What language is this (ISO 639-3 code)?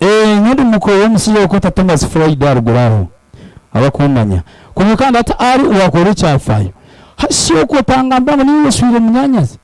nyn